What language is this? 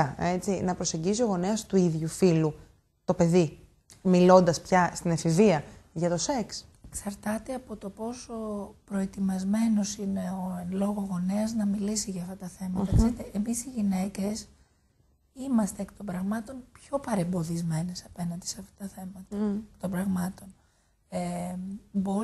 Greek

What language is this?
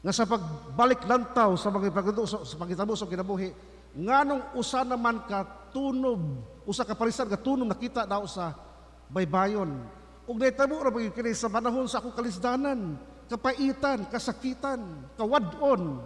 Cebuano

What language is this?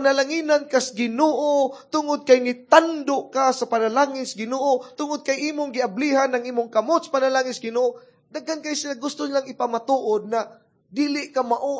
Cebuano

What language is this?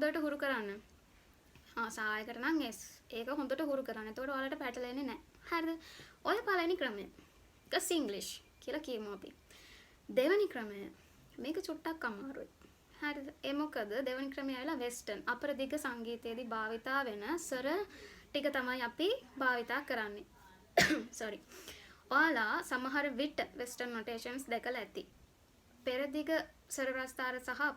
Sinhala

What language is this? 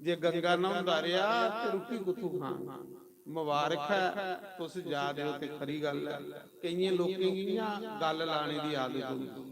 Dogri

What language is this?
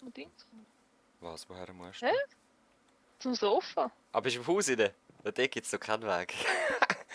Swiss German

